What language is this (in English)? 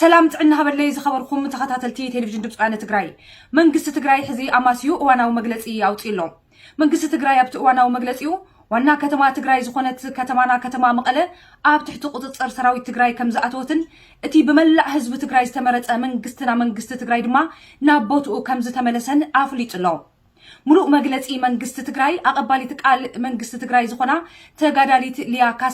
Tigrinya